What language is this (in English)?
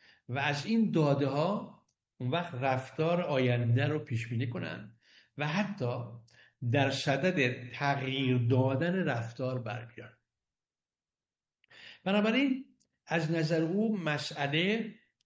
Persian